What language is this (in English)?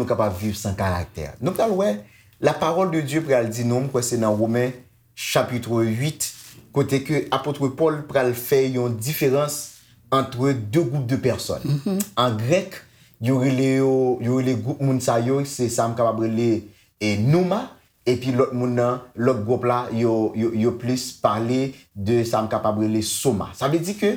Haitian Creole